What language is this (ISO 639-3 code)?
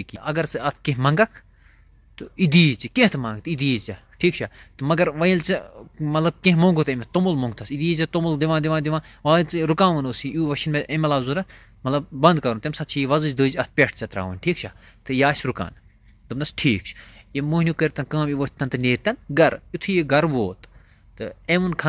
kas